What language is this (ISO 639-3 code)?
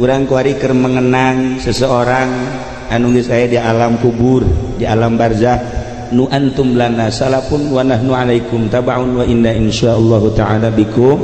sun